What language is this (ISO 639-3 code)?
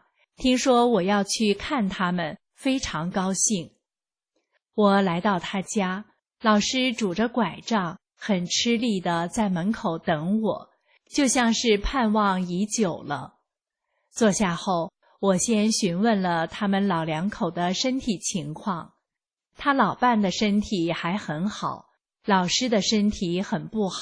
zho